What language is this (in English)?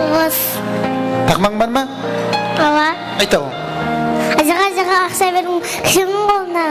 Kara-Kalpak